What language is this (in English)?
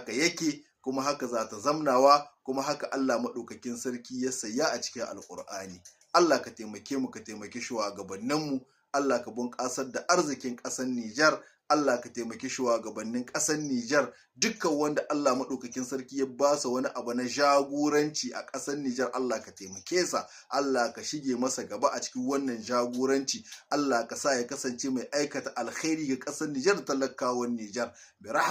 Hausa